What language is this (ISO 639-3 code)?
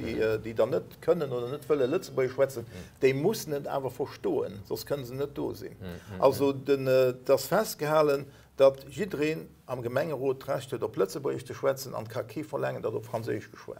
ltz